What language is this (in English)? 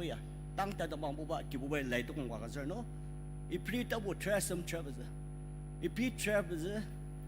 Ao Naga